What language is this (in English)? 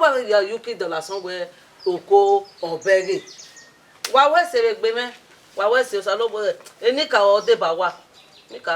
Bini